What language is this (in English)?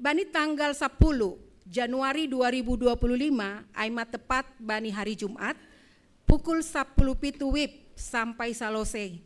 Batak Simalungun